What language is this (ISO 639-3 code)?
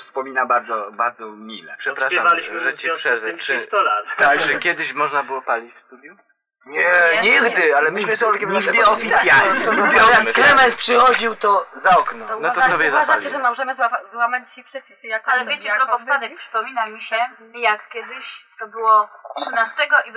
pol